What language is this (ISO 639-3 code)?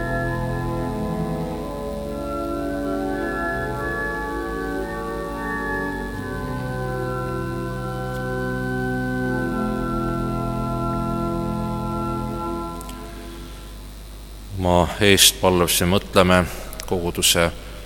est